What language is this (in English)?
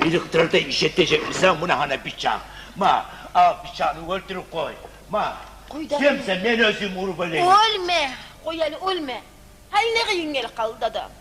Kumyk